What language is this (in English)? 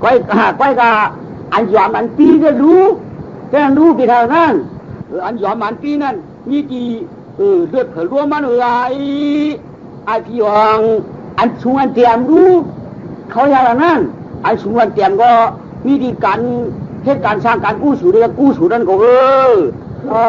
Shan